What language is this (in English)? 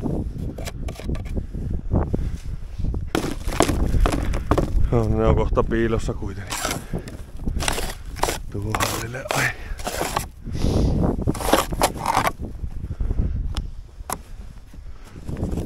Finnish